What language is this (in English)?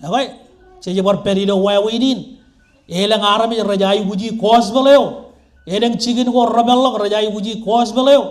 Marshallese